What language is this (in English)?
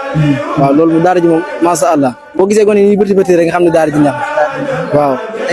Wolof